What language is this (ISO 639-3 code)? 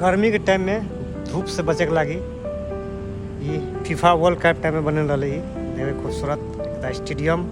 mai